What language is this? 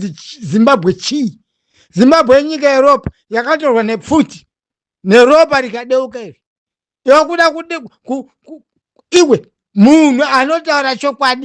Shona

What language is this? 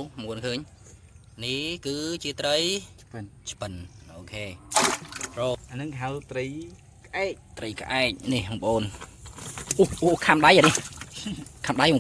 Khmer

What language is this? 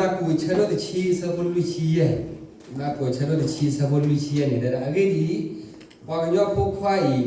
S'gaw Karen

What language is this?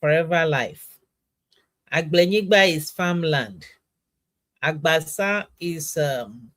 Ewe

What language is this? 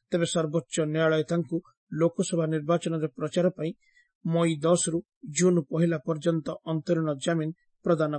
Odia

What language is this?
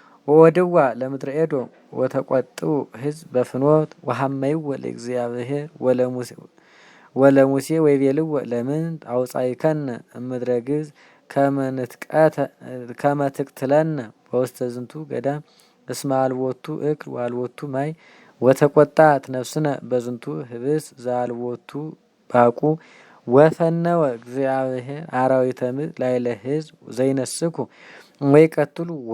Geez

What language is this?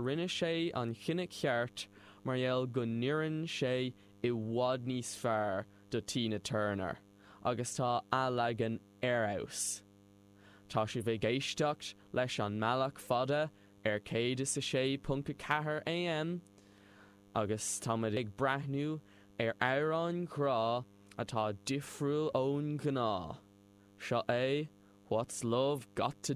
Irish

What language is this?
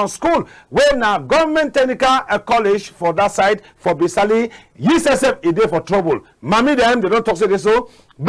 Cameroon Pidgin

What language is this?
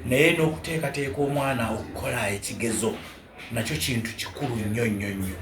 Ganda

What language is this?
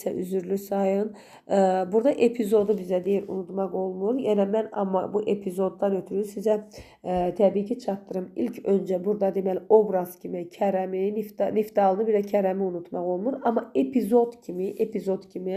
Azerbaijani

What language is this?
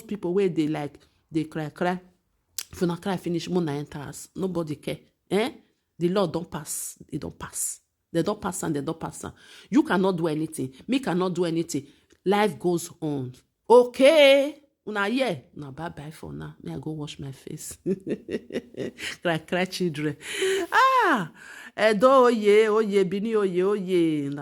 Nigerian Pidgin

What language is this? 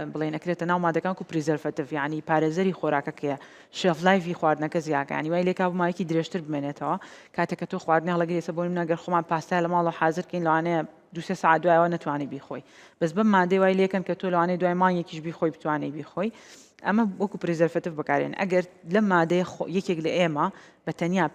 Central Kurdish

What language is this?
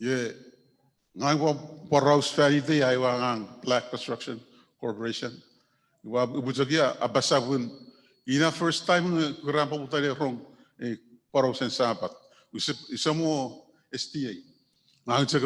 Chuukese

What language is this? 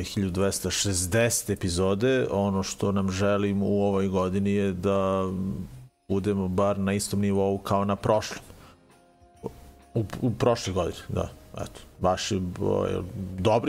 Serbian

